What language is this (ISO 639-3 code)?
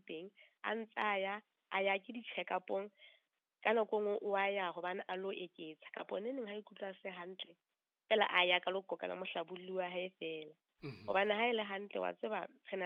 sot